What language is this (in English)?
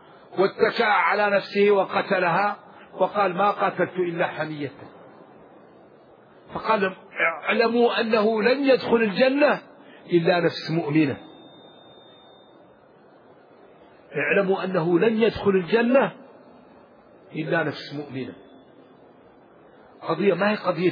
Arabic